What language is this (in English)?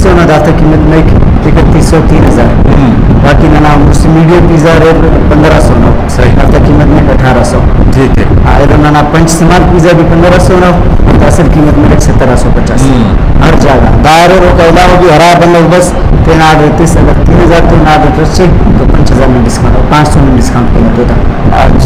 Brahui